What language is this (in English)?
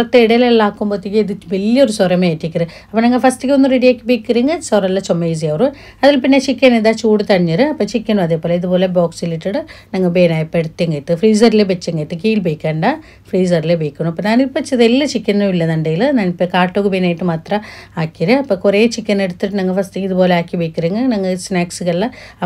Malayalam